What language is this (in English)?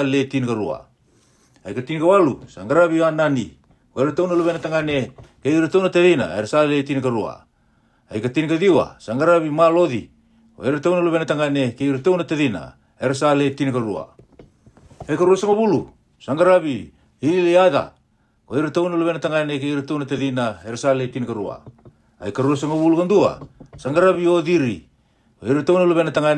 Fijian